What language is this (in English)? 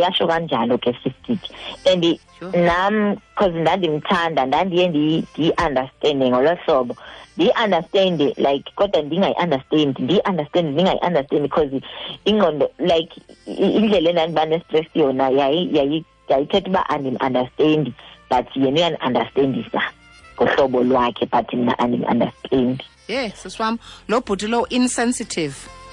Xhosa